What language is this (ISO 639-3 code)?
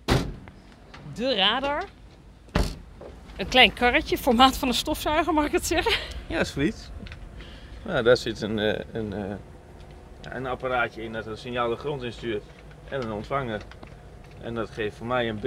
nld